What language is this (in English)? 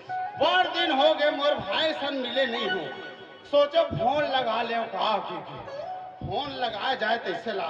Chhattisgarhi